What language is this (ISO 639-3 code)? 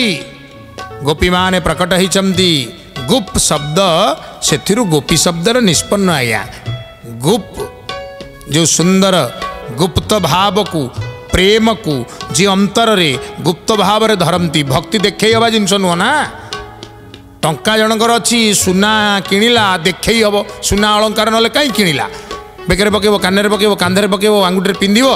ori